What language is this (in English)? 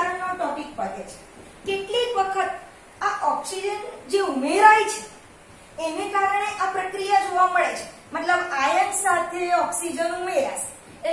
Gujarati